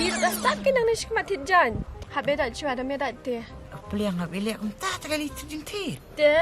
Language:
Khasi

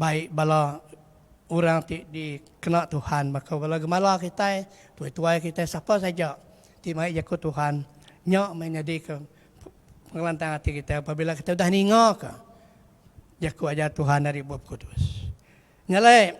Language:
Iban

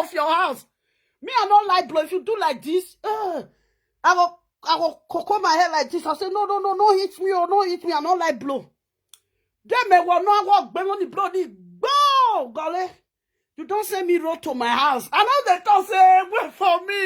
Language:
Nigerian Pidgin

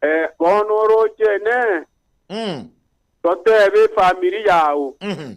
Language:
Gusii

